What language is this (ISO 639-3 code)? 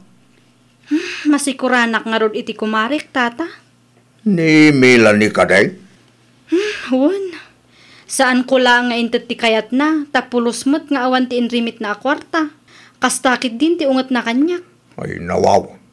ilo